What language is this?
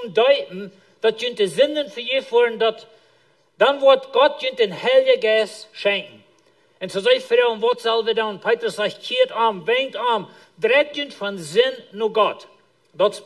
Plautdietsch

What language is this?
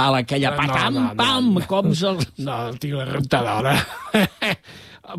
Catalan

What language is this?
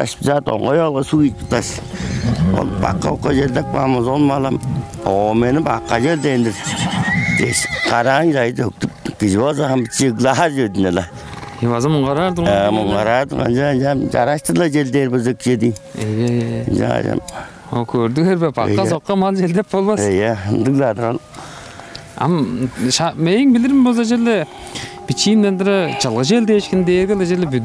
Tuvinian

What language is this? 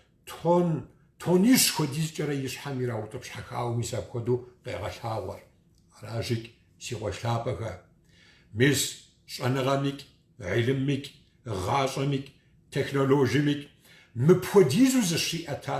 Kabardian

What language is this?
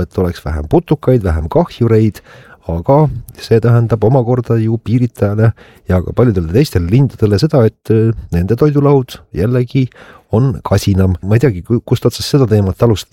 Estonian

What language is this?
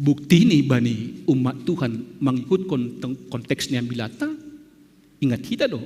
Batak Simalungun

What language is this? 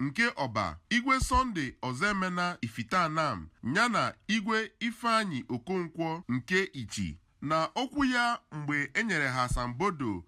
Igbo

